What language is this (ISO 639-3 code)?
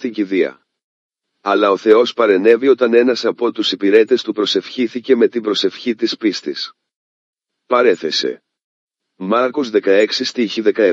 ell